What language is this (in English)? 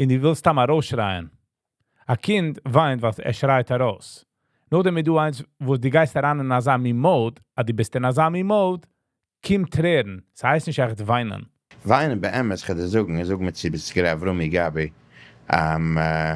Yiddish